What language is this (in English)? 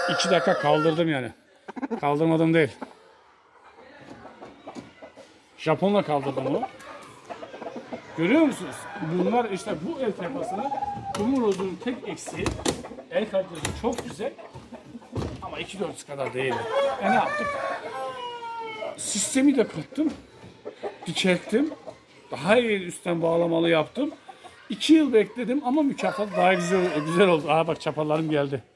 Turkish